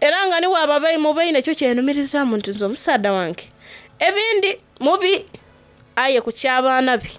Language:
Soga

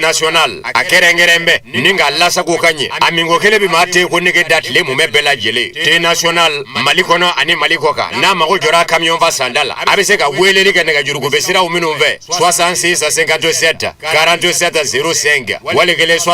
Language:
Bambara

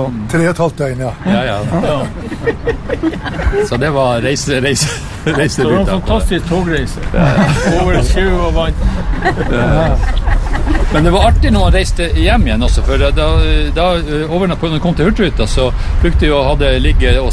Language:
Norwegian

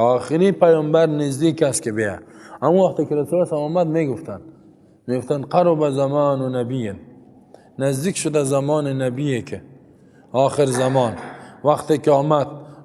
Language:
Persian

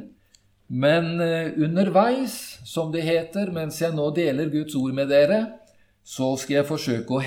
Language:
Norwegian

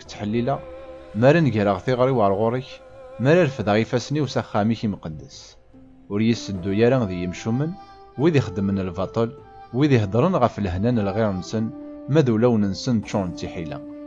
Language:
Kabyle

